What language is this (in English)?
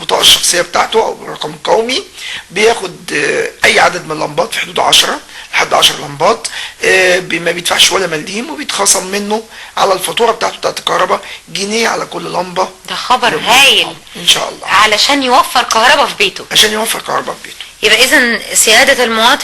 Egyptian Arabic